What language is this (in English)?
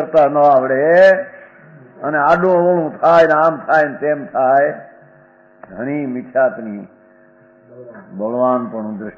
Gujarati